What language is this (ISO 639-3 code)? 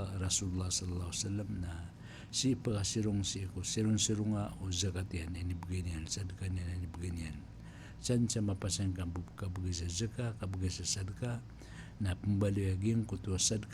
mrw